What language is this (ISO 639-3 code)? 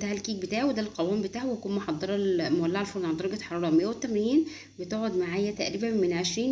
arz